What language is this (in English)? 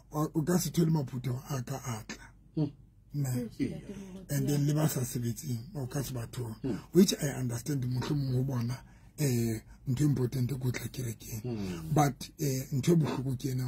Southern Sotho